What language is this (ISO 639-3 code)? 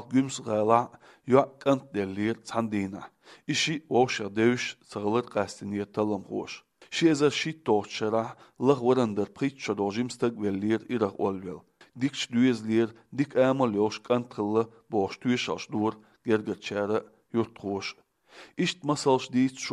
che